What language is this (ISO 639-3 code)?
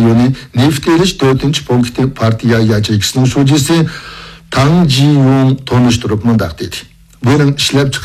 uig